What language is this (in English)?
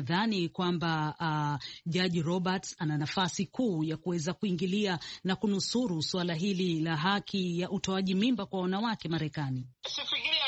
Swahili